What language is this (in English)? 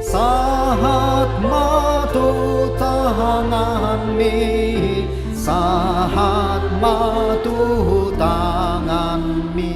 Batak Toba